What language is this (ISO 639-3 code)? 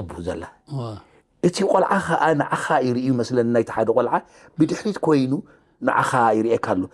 tir